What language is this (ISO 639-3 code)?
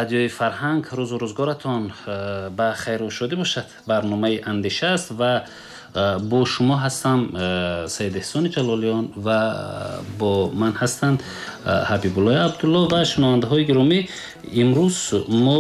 tgk